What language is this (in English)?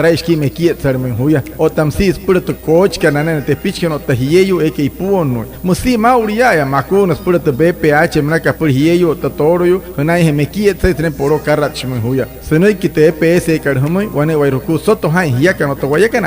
Wayuu